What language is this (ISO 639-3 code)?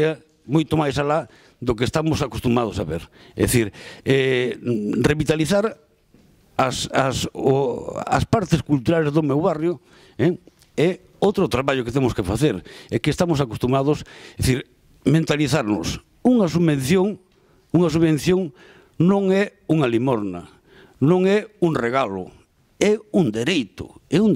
glg